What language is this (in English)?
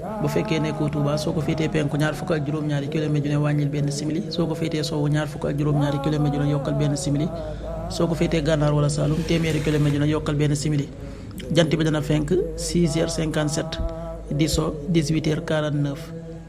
Wolof